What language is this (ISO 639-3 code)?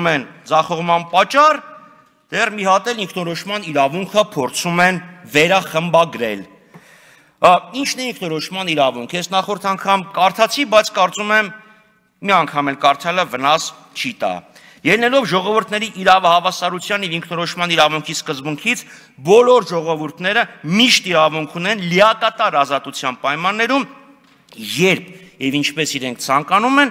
hye